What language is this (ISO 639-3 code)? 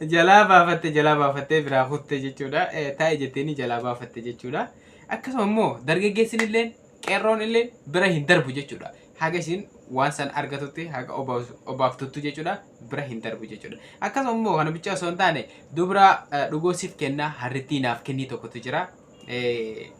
orm